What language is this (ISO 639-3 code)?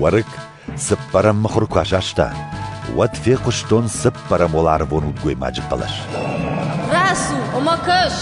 oss